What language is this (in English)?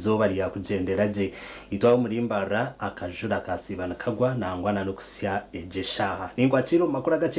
Nyankole